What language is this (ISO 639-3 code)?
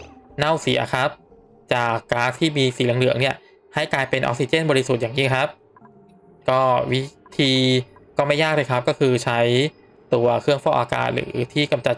tha